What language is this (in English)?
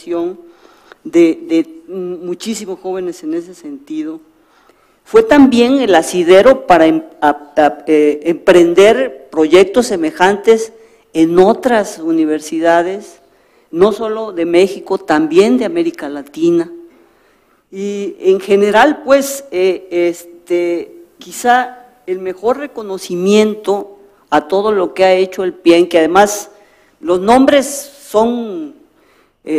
Spanish